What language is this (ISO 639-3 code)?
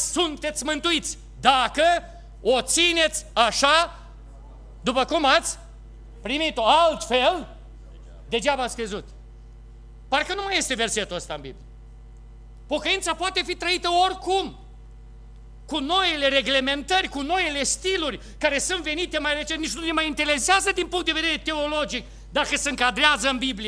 ron